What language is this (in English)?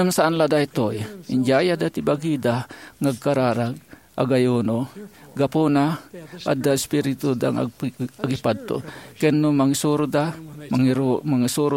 Iloko